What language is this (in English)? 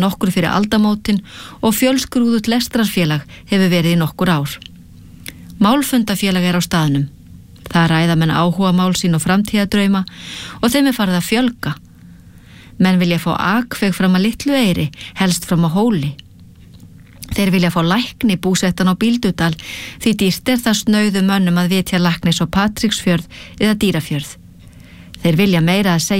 Icelandic